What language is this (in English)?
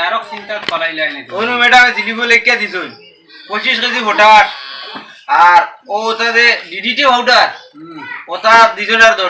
Sylheti